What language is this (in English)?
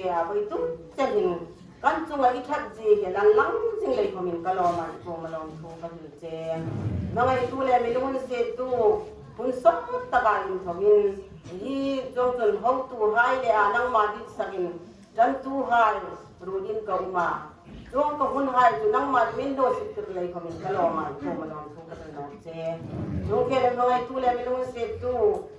Hmar